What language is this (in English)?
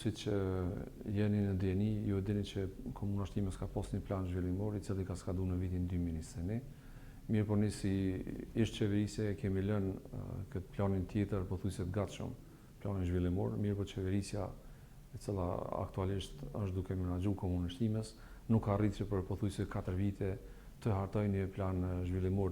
Albanian